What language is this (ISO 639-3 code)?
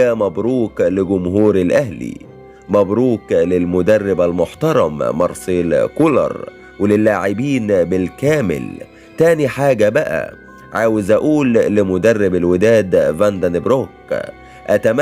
arz